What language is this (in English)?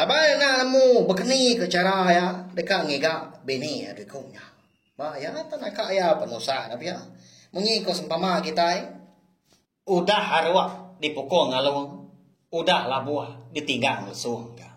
Iban